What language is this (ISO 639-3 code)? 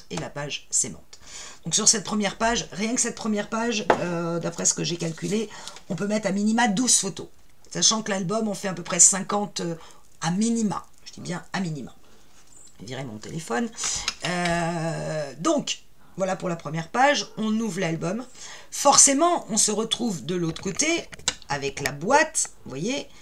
fra